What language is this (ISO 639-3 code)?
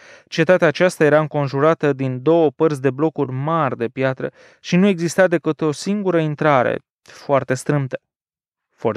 ron